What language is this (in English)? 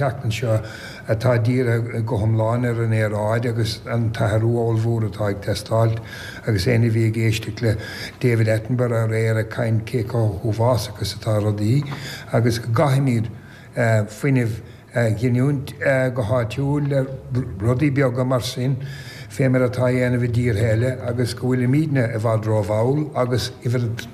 Irish